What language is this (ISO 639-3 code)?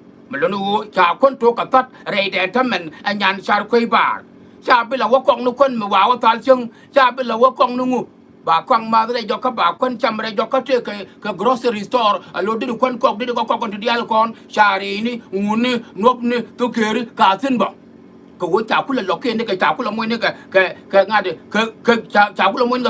nus